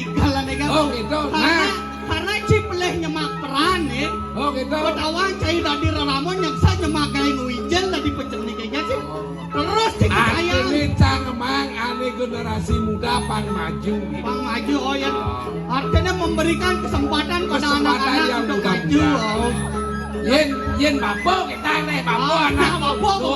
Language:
Balinese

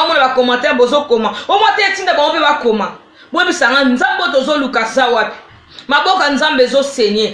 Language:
Lingala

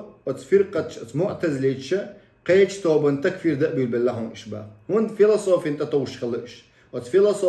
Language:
Chechen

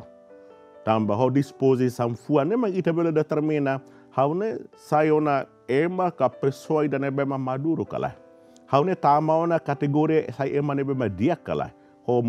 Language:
Tetum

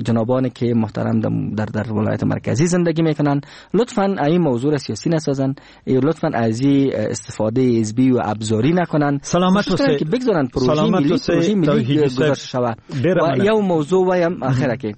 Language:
Persian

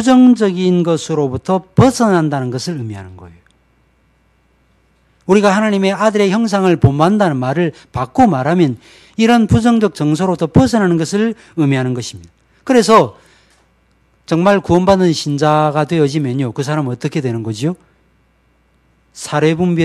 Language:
Korean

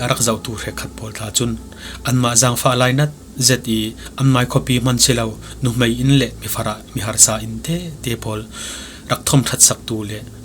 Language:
Falam Chin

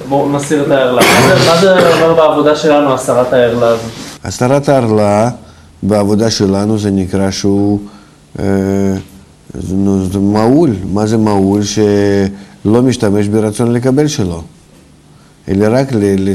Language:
Hebrew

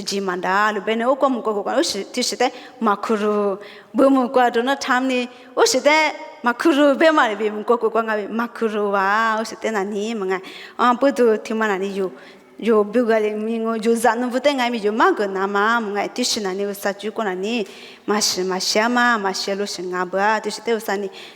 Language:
Lisu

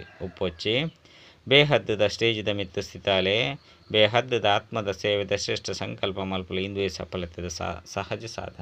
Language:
Tulu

